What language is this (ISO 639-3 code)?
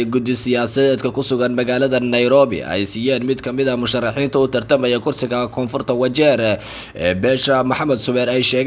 som